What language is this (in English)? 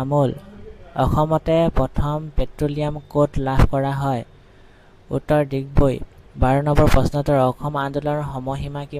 Assamese